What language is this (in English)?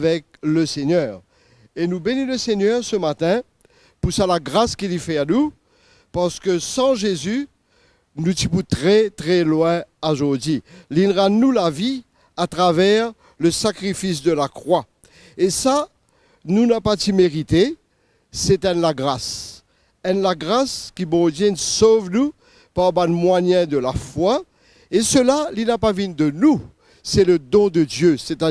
Morisyen